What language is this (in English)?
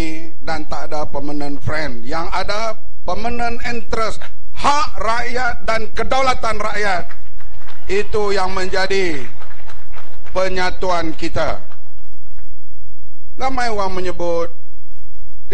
Malay